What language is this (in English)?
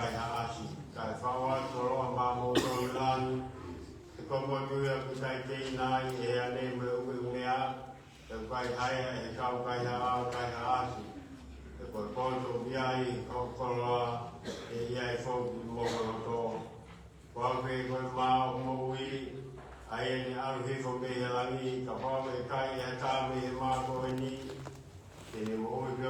Tongan